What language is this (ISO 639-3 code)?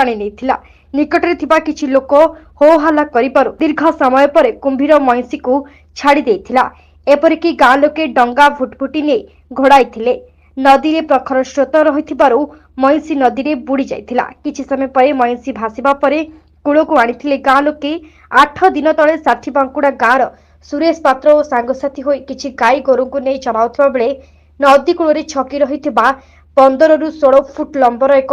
ori